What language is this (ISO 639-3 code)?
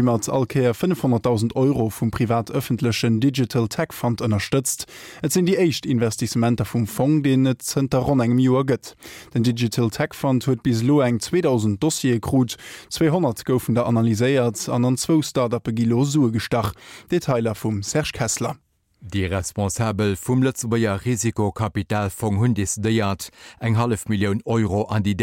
ltz